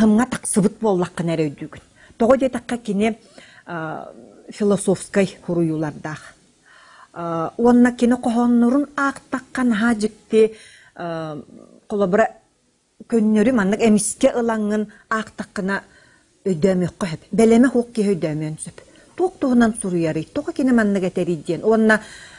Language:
Yakut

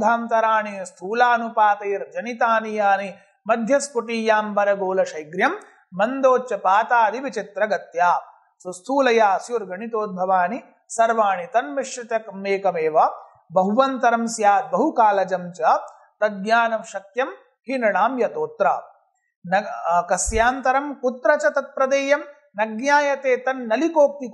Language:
Sanskrit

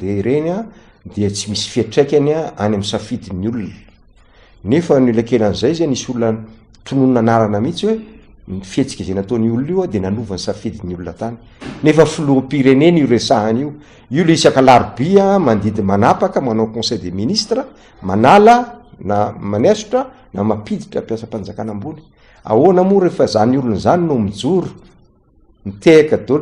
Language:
Malagasy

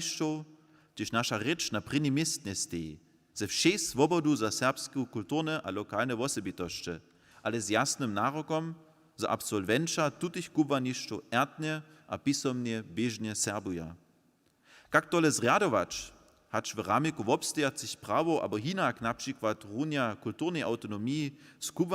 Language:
Upper Sorbian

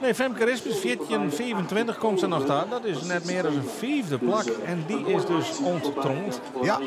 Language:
Western Frisian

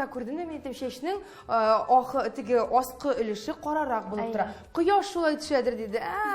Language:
Tatar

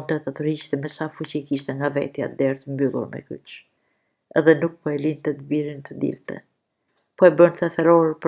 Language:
Albanian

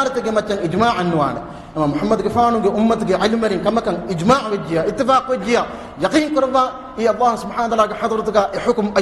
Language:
Divehi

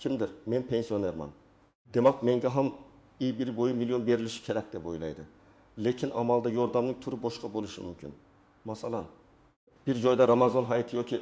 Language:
Uzbek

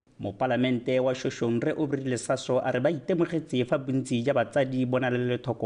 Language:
Tswana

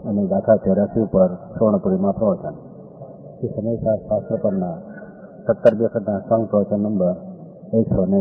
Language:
Gujarati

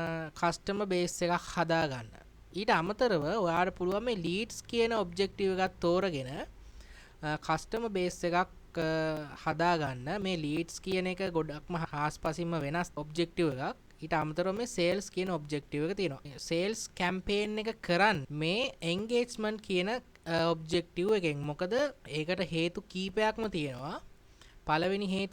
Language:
Sinhala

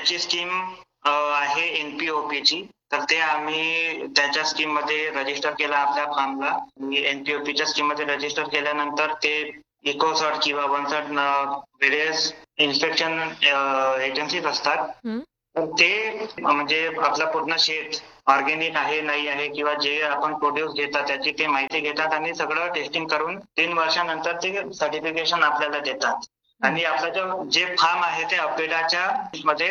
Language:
Marathi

